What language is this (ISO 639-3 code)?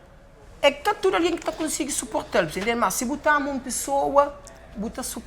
kea